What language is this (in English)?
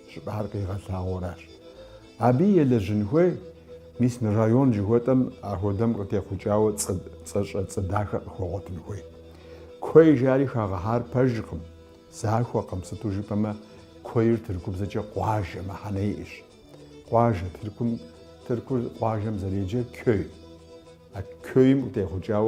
Kabardian